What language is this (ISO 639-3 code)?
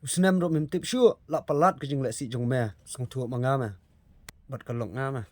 kha